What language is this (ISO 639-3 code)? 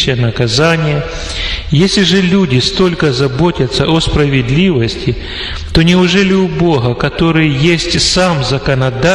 rus